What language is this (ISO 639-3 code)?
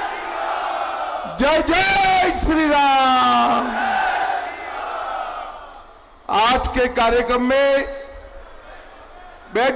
hin